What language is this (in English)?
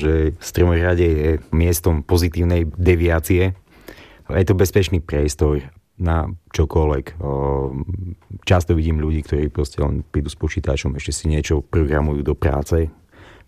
Slovak